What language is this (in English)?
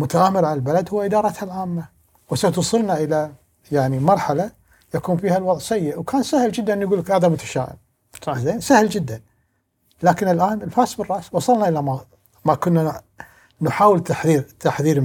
Gulf Arabic